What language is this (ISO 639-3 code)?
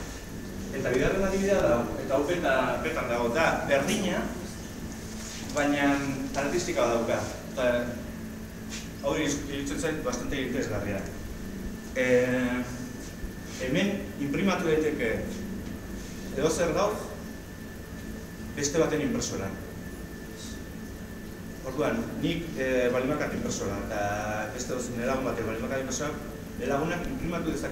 eus